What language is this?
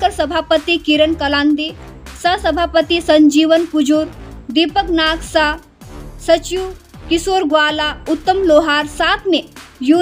Sadri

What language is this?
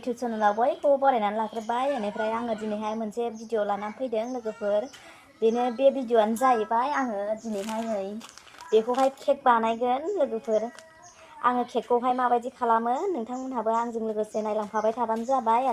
Bodo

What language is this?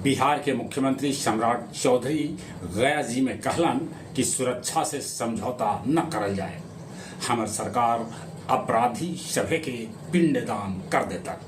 Magahi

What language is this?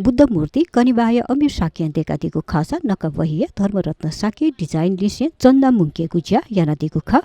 Newari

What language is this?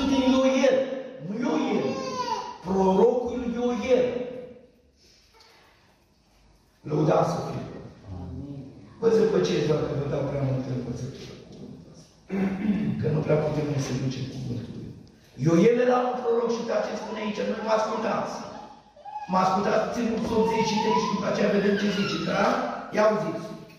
Romanian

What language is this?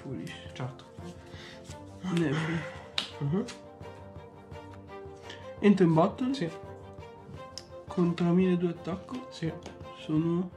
Italian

